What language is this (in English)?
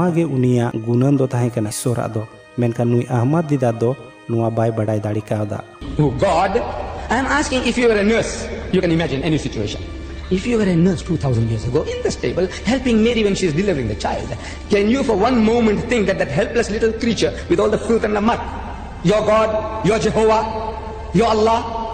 Santali